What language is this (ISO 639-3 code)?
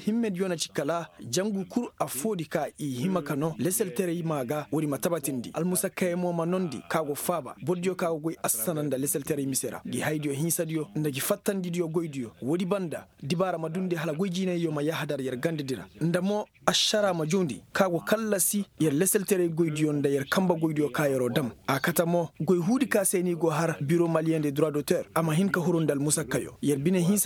ses